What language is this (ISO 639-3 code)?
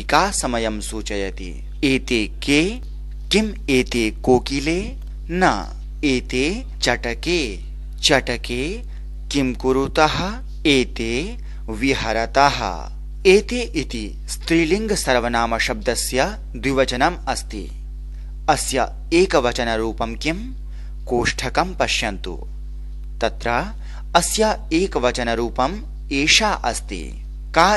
san